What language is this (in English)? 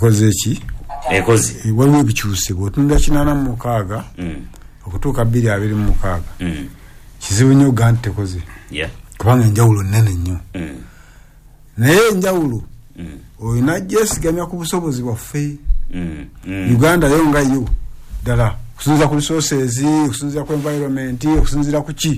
Ganda